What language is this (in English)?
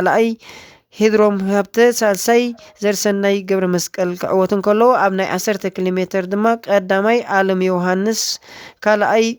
Tigrinya